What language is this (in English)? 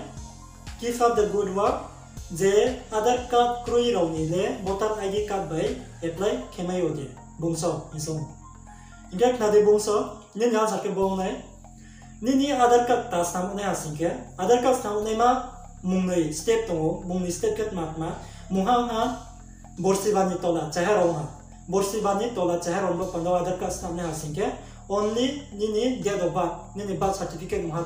Riang (India)